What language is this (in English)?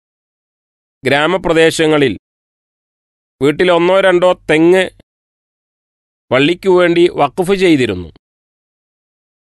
Malayalam